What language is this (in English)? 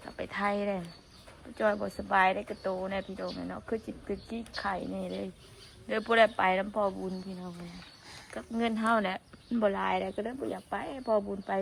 Northeastern Thai